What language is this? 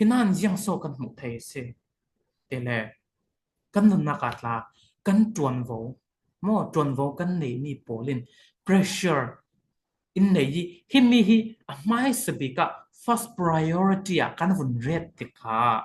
Falam Chin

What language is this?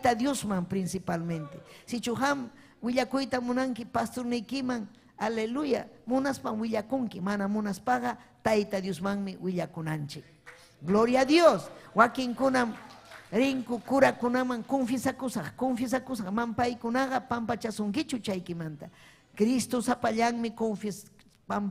Ayacucho Quechua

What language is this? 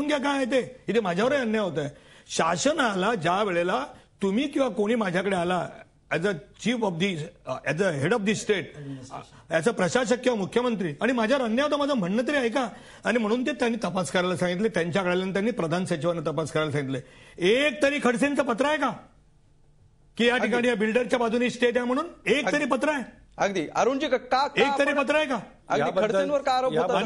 Marathi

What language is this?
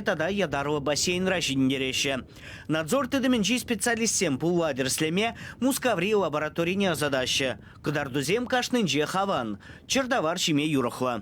Chuvash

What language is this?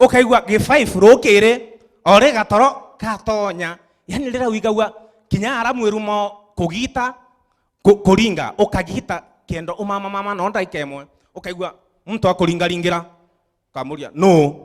Meru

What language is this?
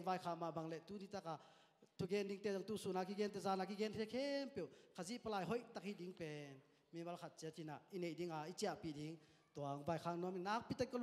Tedim Chin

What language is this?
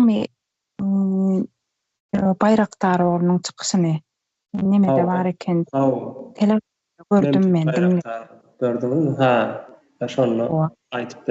Turkmen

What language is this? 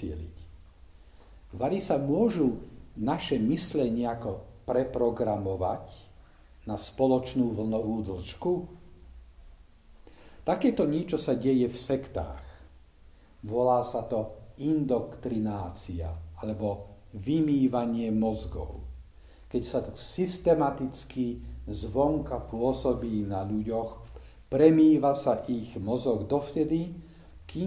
Slovak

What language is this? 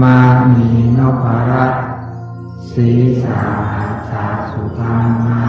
Pali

